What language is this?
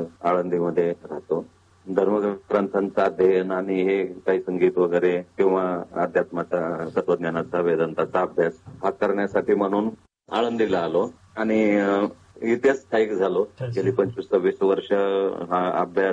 Marathi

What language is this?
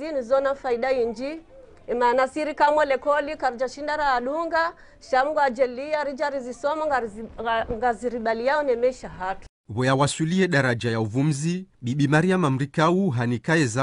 Ngazidja Comorian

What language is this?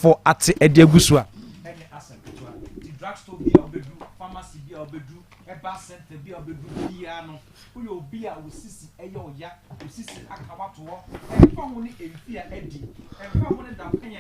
Akan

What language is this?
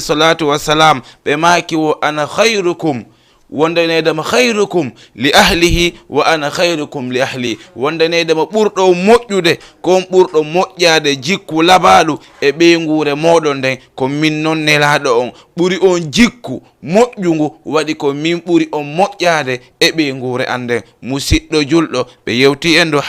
Fula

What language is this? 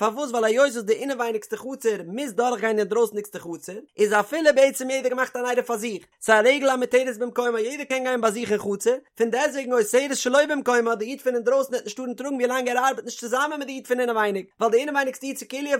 Yiddish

